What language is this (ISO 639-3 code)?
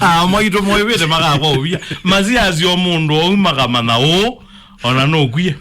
kam